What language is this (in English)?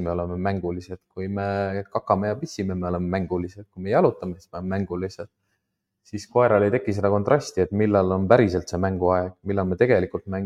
Estonian